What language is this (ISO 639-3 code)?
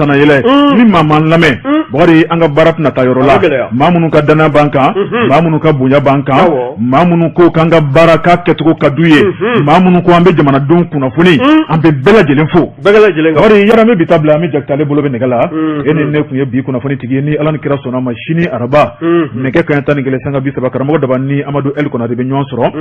bam